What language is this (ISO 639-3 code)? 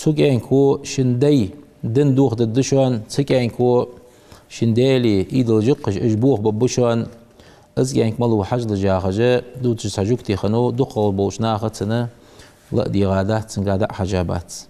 inh